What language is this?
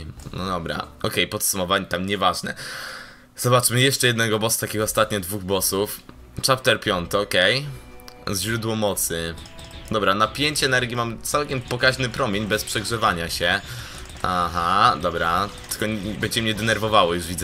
Polish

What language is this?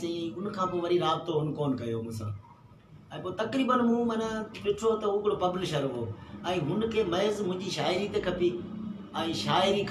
Sindhi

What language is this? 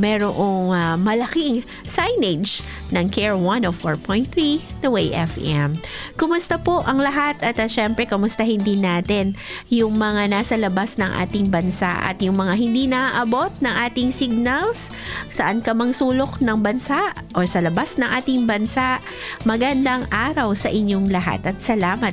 Filipino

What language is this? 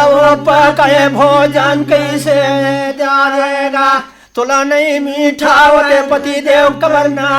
Chhattisgarhi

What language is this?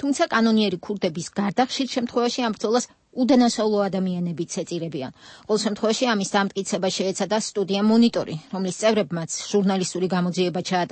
Georgian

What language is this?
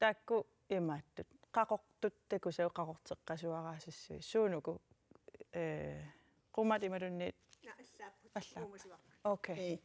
Kalaallisut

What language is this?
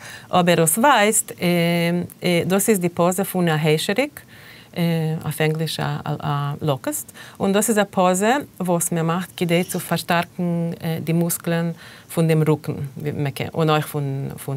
Yiddish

